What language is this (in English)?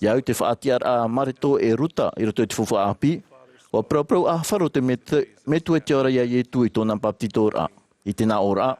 Tahitian